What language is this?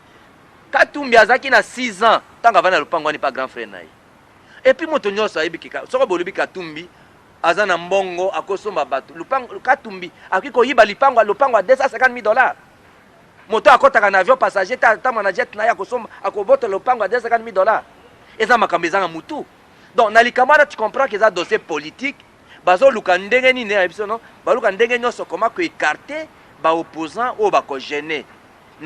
Lingala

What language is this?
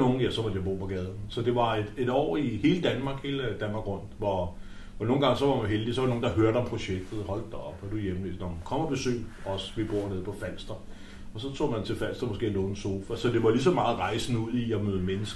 Danish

